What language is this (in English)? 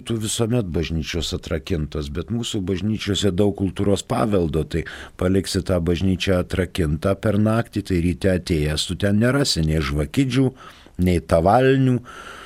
Lithuanian